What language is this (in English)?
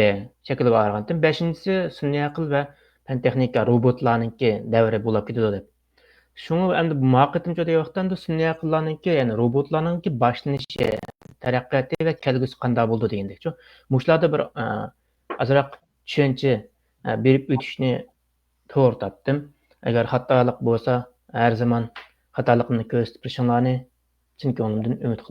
Uyghur